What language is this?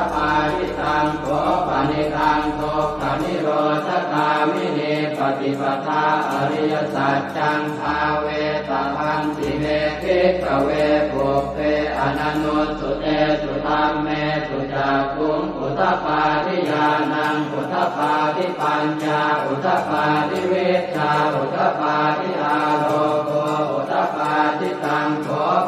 Pali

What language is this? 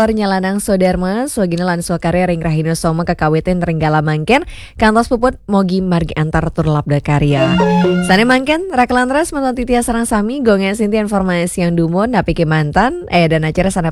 Balinese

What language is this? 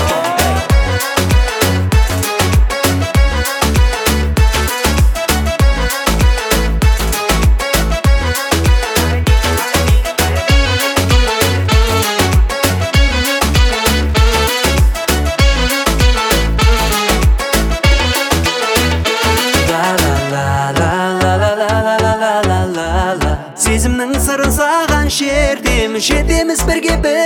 Kazakh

